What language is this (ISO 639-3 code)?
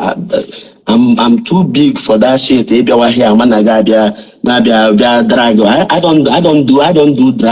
ibo